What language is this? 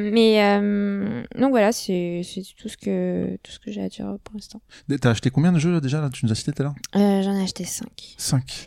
French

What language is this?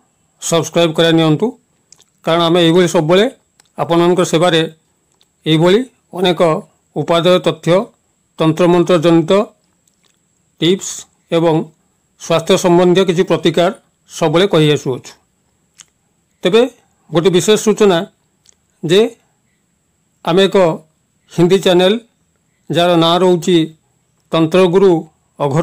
Odia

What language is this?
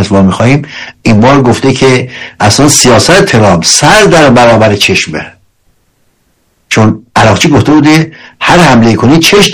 Persian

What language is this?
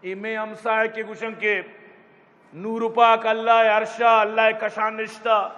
Eastern Balochi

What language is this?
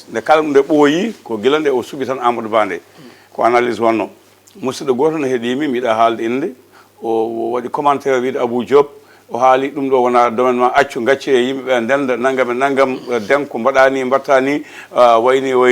Fula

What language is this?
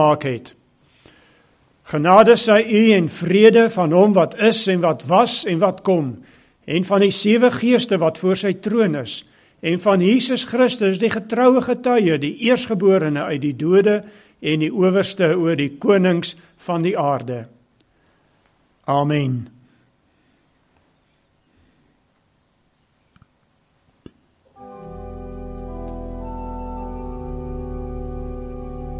Afrikaans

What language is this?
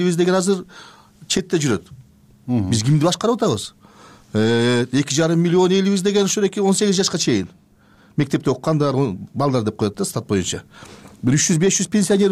Kyrgyz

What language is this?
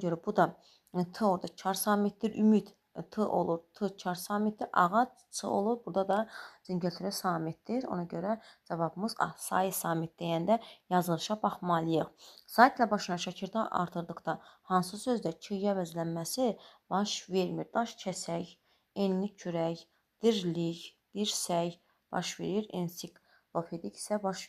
Azerbaijani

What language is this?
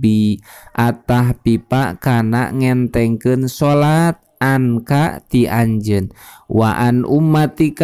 Sundanese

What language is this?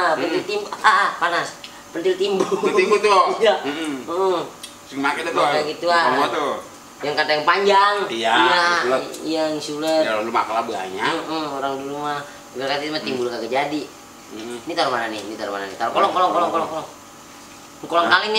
Betawi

